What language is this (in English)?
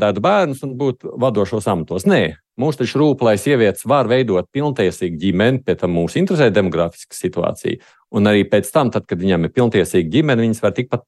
Latvian